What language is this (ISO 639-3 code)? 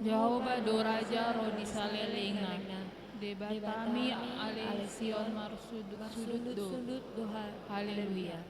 bbc